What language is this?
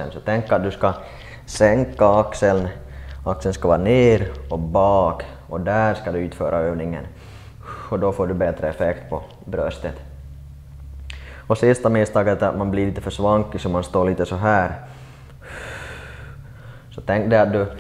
Swedish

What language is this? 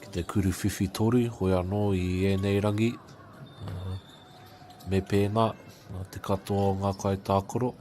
Māori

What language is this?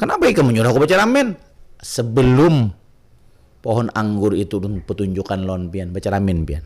Banjar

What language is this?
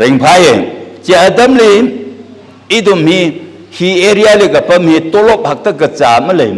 Tangkhul Naga (India)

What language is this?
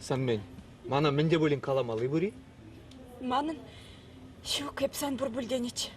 Chuvash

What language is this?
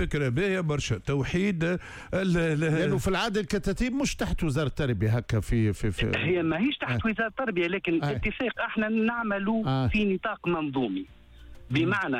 Tunisian Arabic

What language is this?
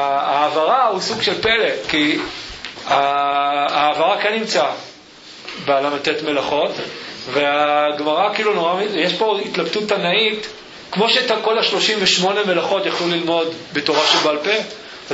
Hebrew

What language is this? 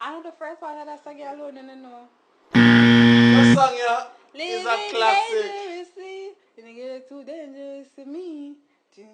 Jamaican Creole English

